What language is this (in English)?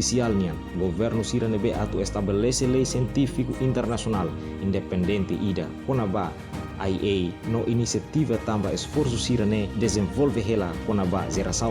Tetum